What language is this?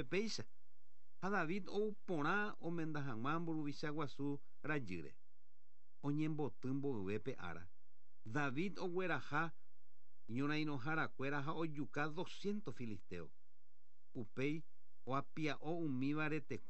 Guarani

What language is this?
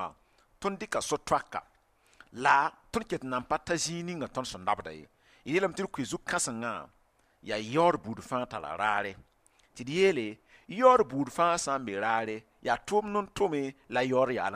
Mossi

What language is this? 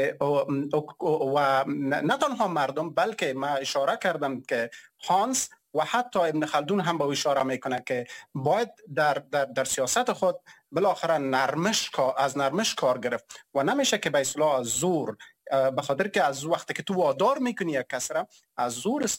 Persian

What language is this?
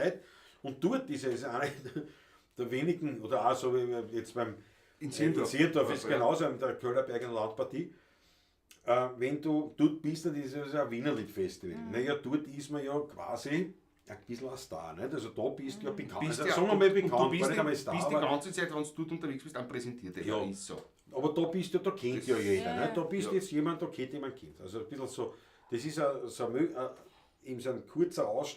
Bavarian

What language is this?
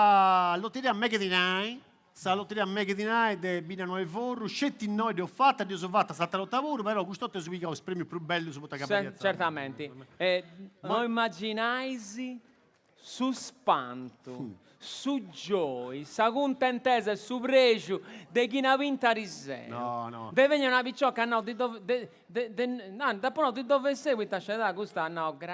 Sardinian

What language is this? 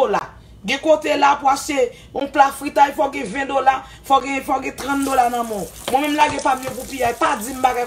Haitian Creole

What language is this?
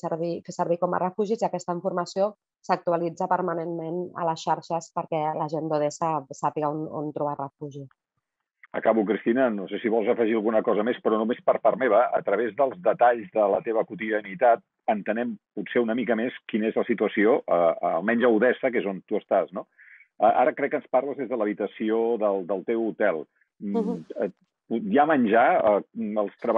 Catalan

